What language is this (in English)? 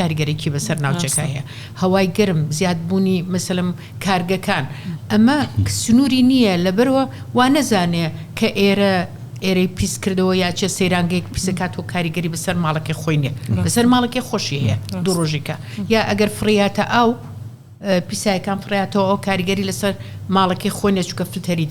Central Kurdish